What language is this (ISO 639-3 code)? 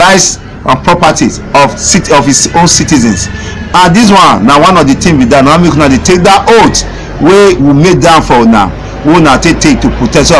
pcm